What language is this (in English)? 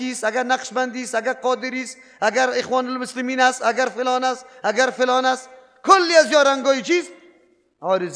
Persian